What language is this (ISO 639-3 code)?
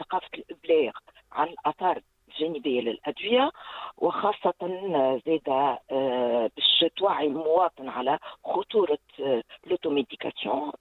aeb